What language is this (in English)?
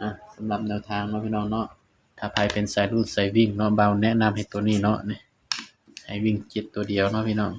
Northeastern Thai